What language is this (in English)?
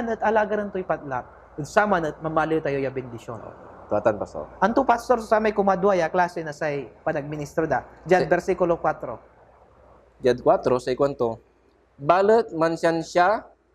Pangasinan